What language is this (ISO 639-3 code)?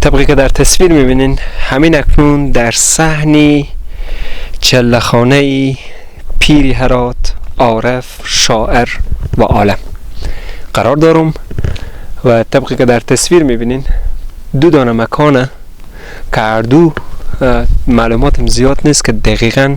fas